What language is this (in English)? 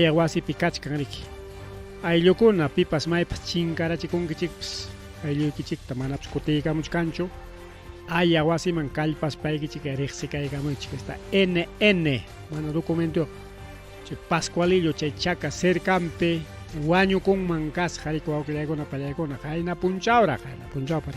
Ayacucho Quechua